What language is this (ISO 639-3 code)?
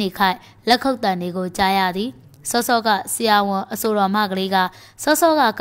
mya